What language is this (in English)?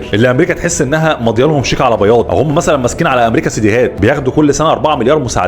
Egyptian Arabic